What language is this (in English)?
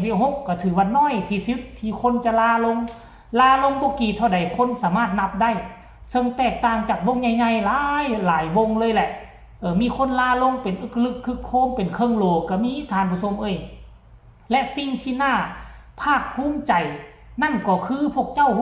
Northeastern Thai